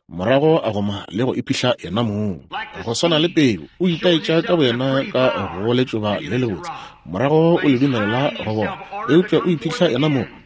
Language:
Northern Sotho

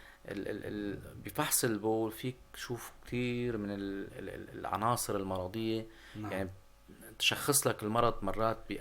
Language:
North Levantine Arabic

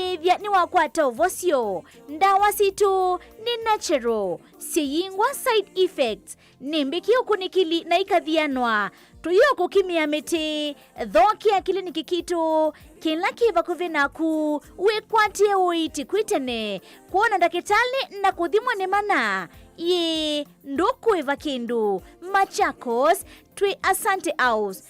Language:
Kamba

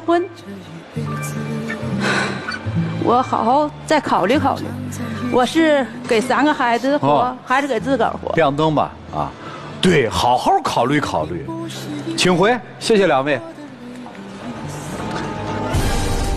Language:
Chinese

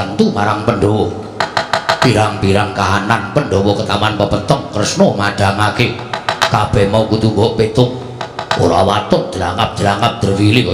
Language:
Javanese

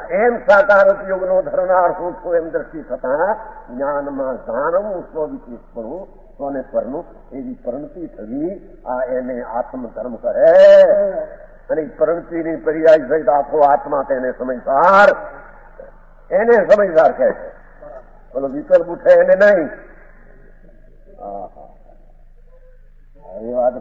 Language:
Gujarati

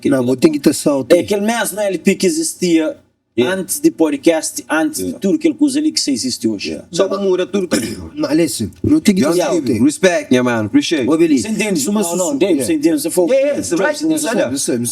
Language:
Kabuverdianu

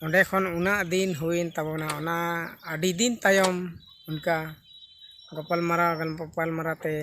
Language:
Santali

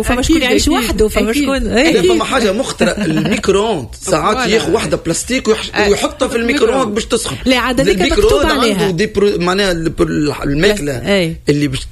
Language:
Tunisian Arabic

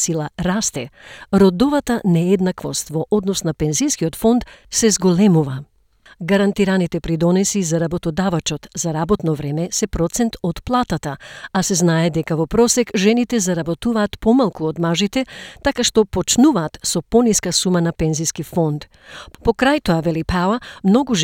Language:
Macedonian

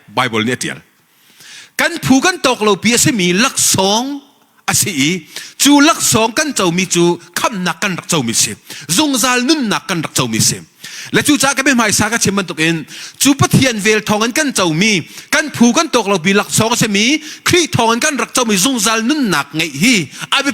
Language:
Hakha Chin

